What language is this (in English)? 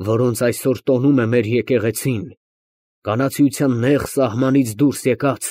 Armenian